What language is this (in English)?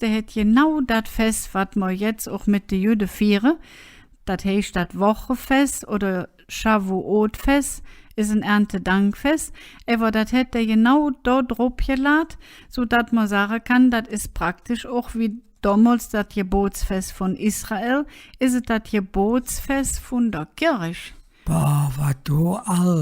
Colognian